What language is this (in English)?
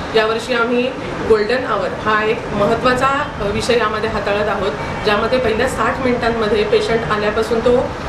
Marathi